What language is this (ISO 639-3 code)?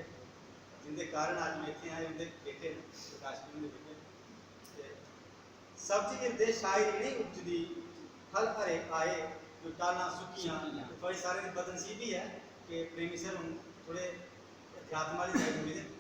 doi